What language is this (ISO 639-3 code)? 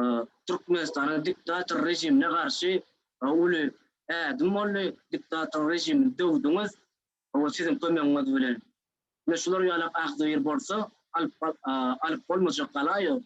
tuk